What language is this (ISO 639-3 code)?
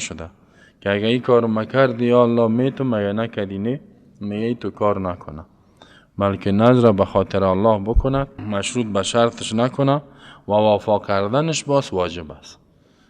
fas